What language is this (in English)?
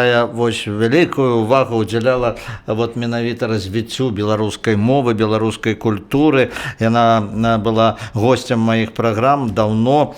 Belarusian